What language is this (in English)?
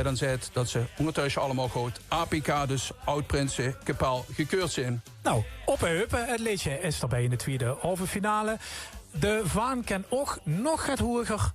Limburgish